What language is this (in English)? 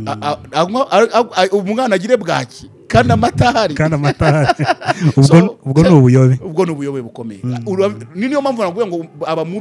Kinyarwanda